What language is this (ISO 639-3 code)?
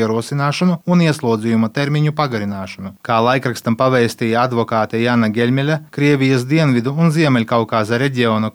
lav